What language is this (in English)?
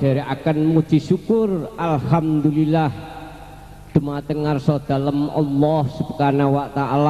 Javanese